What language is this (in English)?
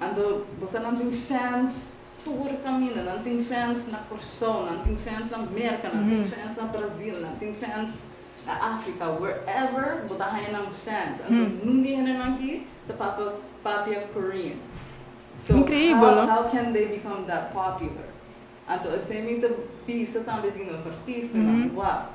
Papiamento